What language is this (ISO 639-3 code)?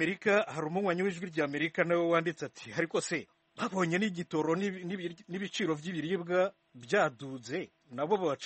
kin